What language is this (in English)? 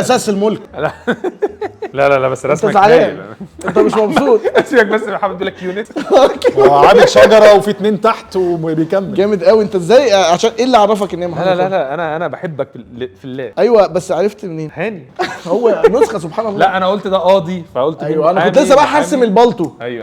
Egyptian Arabic